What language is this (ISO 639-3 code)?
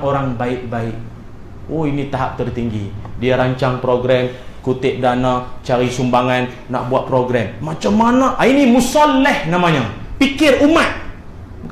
msa